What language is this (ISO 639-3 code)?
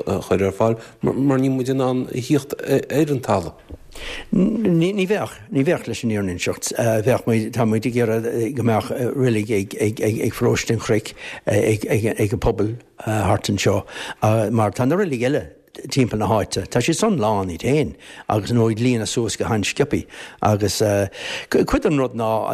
gle